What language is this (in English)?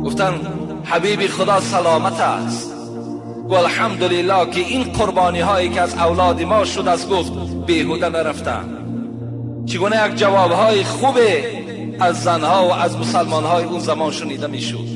Tajik